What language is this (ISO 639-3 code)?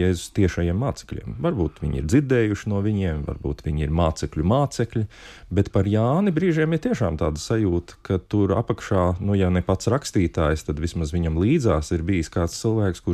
lav